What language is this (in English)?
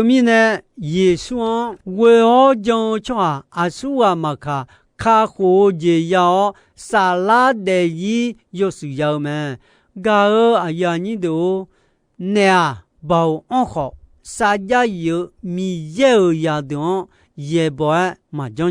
Akha